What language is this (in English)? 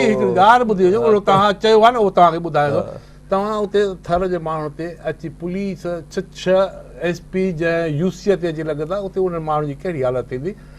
Sindhi